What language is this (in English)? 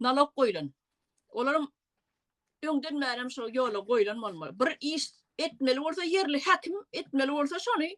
Turkmen